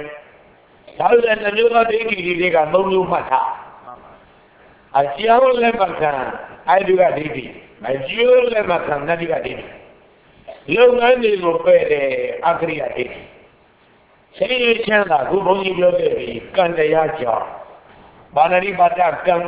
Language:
Burmese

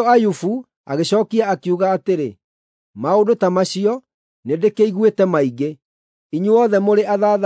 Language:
Kikuyu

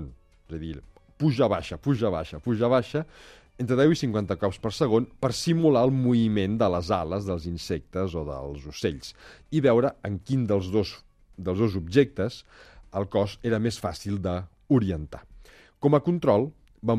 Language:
Catalan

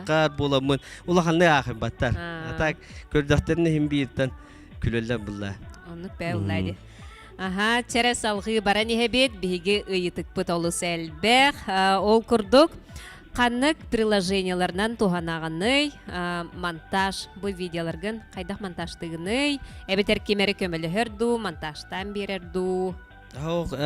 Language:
Yakut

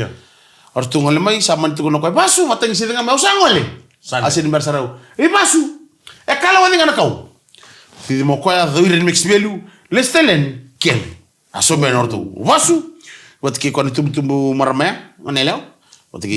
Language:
Fijian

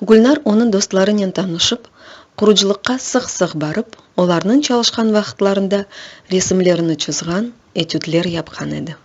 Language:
Crimean Tatar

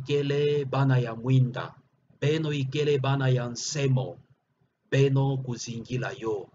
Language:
Kituba (Democratic Republic of Congo)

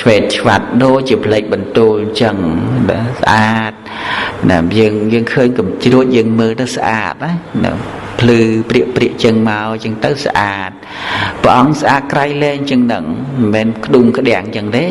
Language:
Khmer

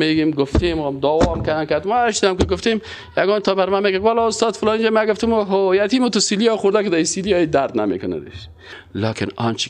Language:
Persian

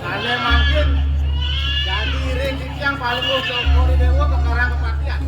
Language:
Balinese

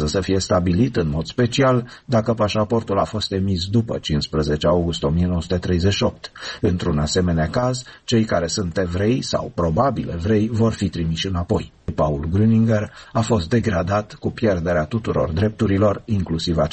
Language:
Romanian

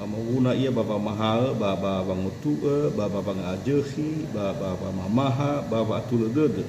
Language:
Nias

